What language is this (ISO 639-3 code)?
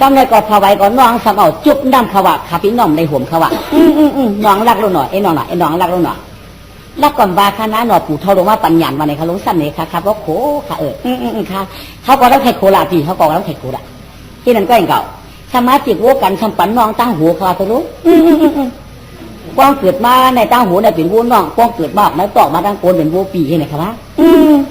shn